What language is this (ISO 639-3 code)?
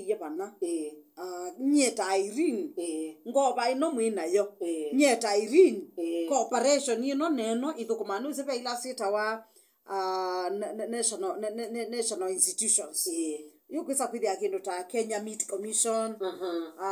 kam